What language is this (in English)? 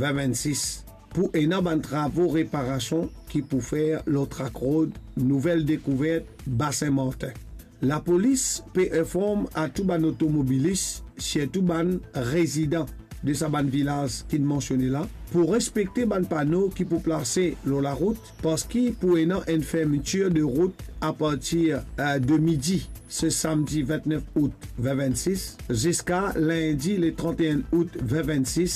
Morisyen